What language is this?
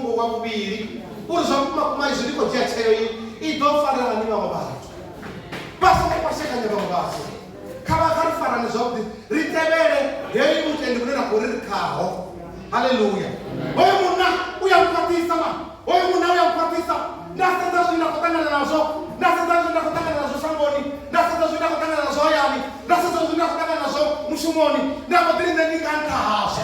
Venda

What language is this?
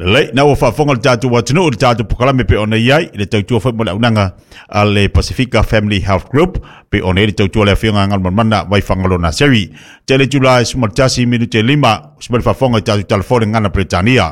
Samoan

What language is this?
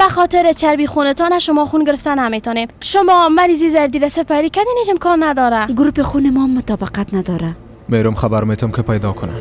Persian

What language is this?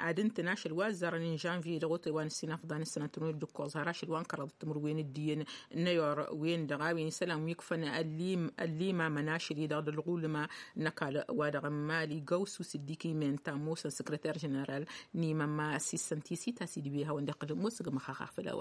Tamasheq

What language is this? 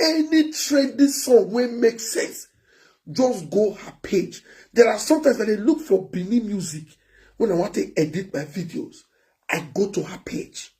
Nigerian Pidgin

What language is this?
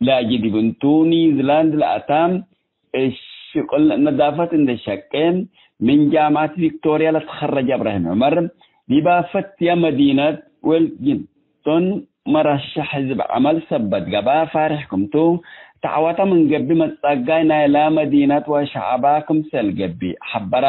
Tigre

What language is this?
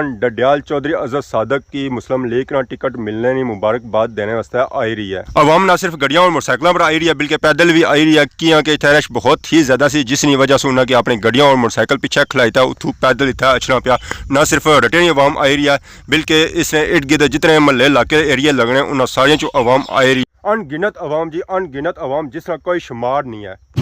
Pahari-Potwari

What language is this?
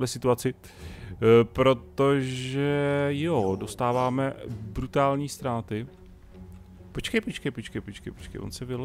Czech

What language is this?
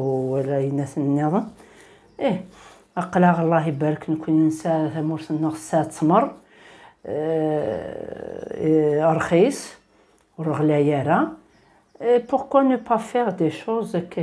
Kabyle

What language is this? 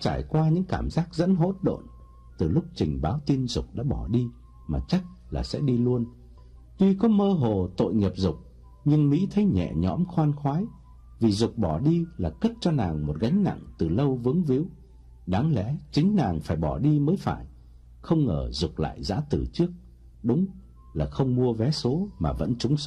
Vietnamese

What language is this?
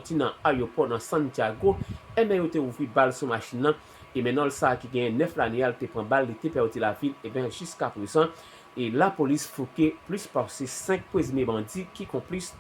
Haitian Creole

